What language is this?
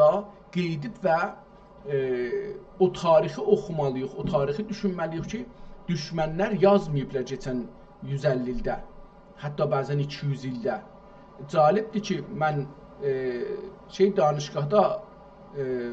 South Azerbaijani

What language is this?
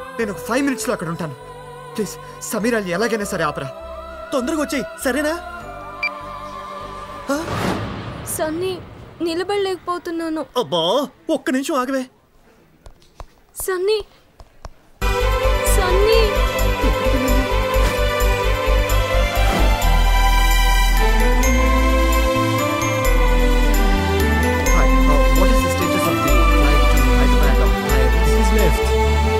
Telugu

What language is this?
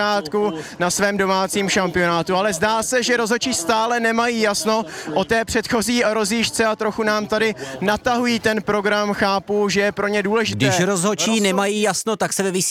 Czech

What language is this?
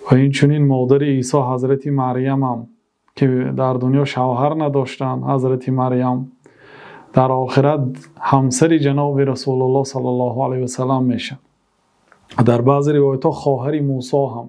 Tajik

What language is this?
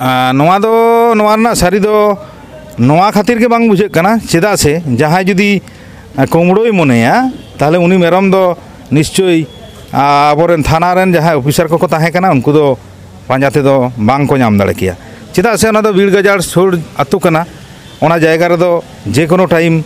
Santali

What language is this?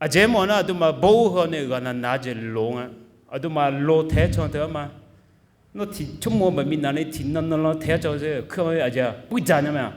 Akha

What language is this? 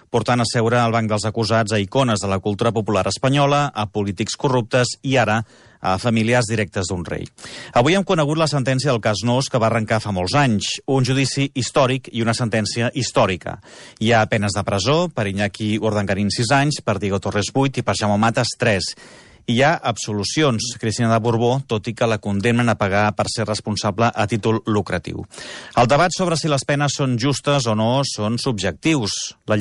Catalan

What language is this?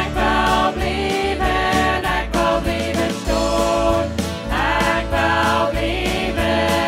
Plautdietsch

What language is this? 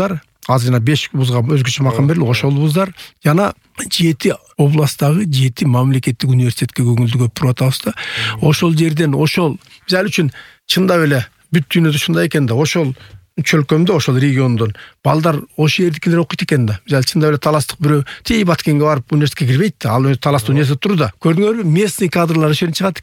Kyrgyz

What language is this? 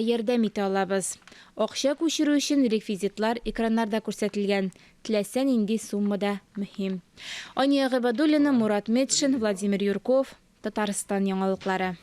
Tatar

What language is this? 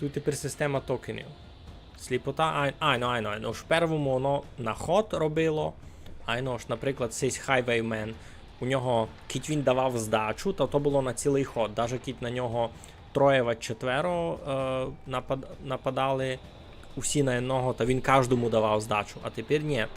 Rusyn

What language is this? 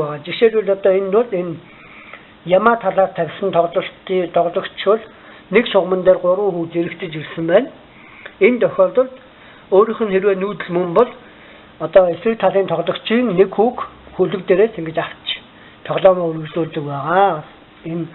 Mongolian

